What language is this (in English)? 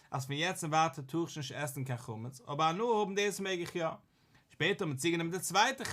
Yiddish